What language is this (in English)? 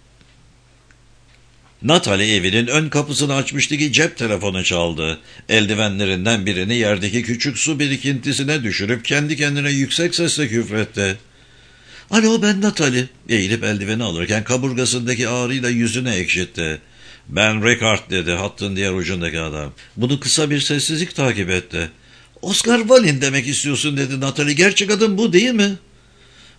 Turkish